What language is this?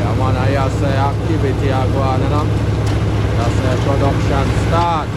Jamaican Creole English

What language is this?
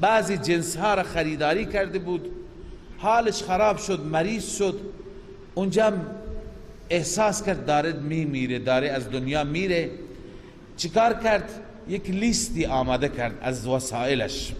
Persian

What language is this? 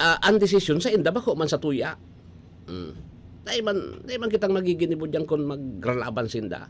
Bikol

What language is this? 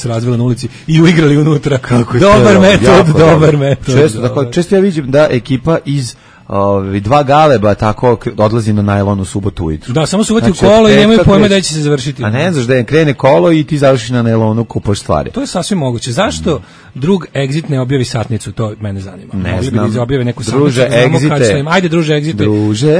Serbian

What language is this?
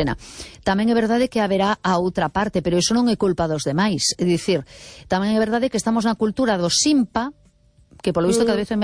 Galician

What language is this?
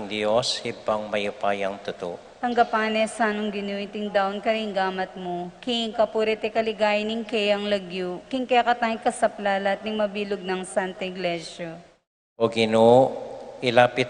Pampanga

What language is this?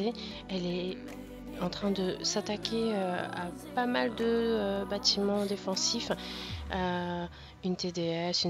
French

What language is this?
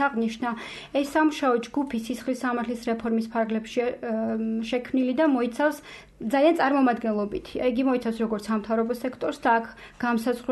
Georgian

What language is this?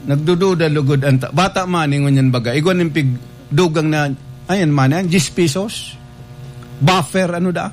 Bikol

